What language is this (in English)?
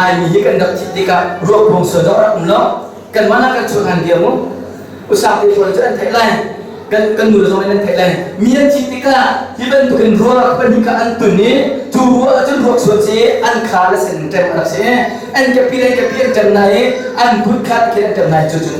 Hakha Chin